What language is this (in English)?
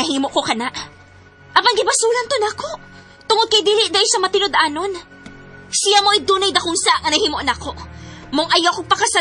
Cebuano